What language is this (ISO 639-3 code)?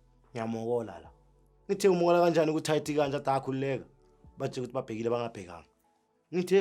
zul